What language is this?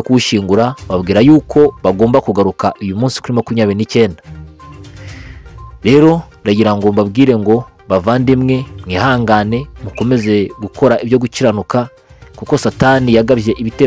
Kinyarwanda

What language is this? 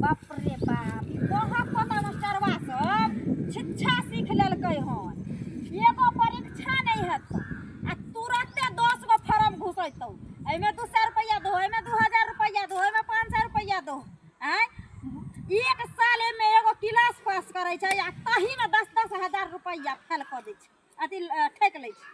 Maithili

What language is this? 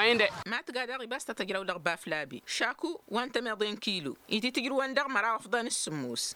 Tamasheq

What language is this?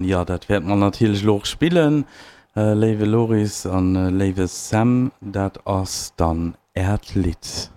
Luxembourgish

